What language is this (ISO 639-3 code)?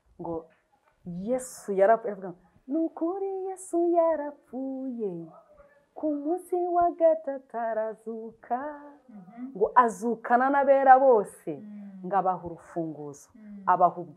kin